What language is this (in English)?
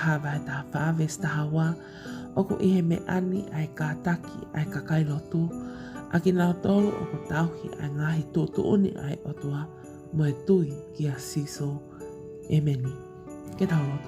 Tongan